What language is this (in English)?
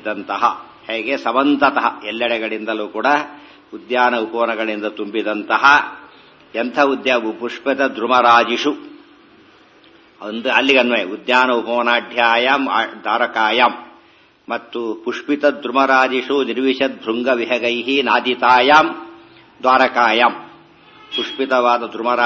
Kannada